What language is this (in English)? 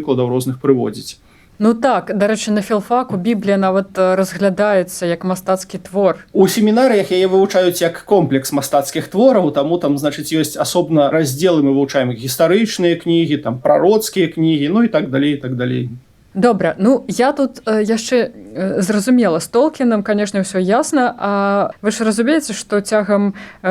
Belarusian